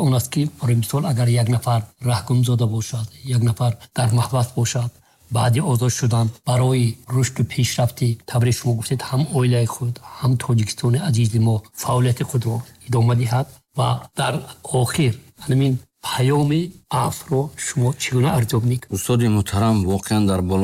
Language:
Tajik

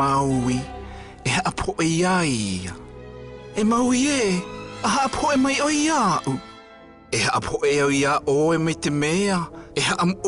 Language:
South Marquesan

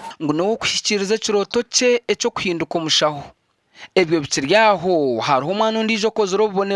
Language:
Nyankole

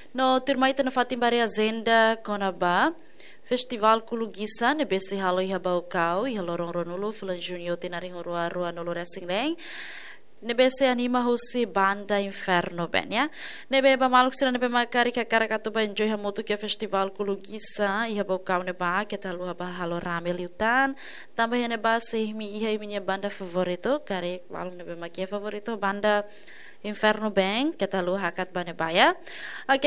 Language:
Tetum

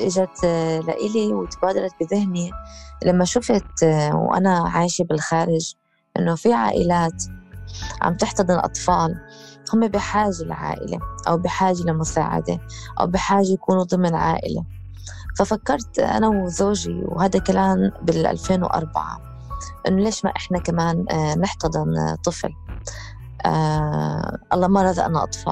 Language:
North Levantine Arabic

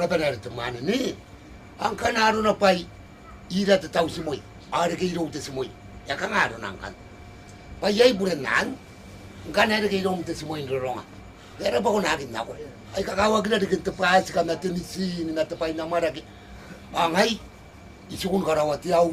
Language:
Gilbertese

